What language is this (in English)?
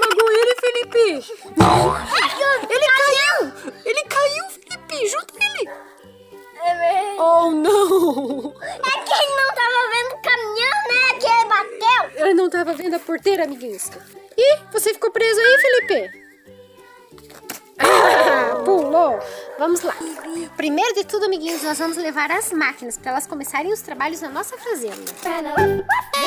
Portuguese